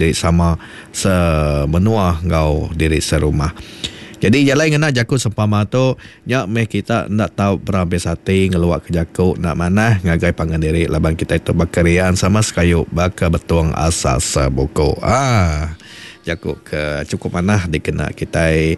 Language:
Iban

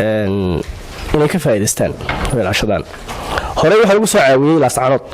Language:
Somali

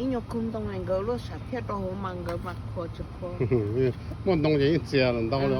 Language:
Hmong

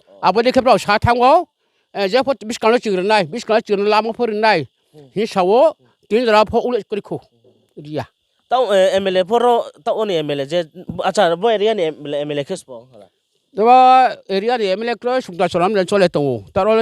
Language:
Riang (India)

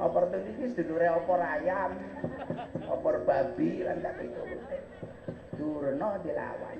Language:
Javanese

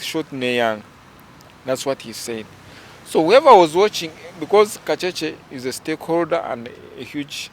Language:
Nyankole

